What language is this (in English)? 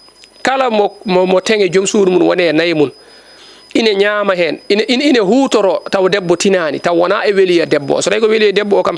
Fula